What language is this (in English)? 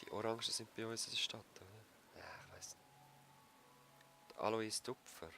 Swiss German